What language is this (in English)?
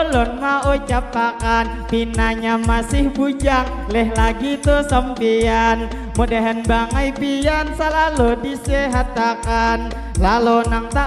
Banjar